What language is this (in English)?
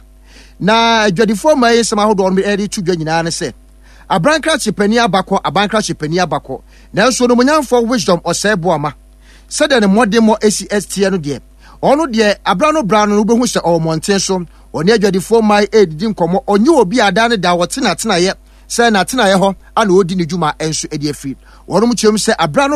Akan